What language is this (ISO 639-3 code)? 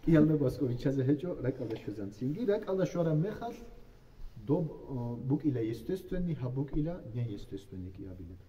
ava